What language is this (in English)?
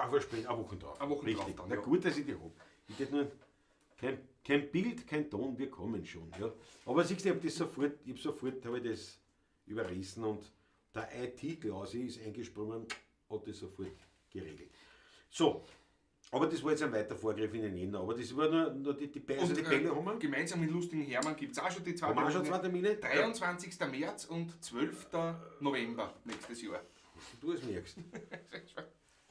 Bavarian